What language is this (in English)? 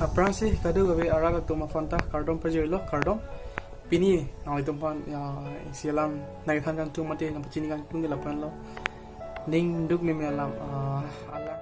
Karbi